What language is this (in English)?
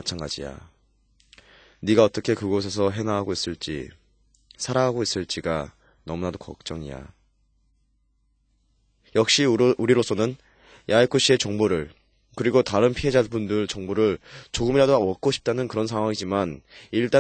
Korean